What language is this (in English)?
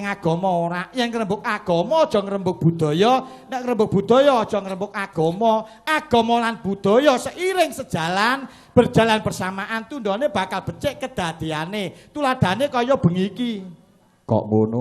Javanese